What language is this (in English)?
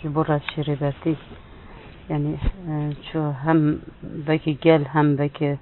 Kurdish